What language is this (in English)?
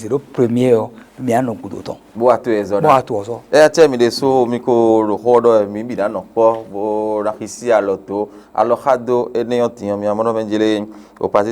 Fon